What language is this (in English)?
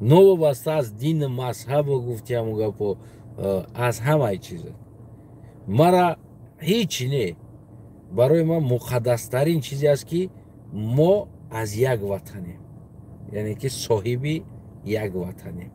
Tajik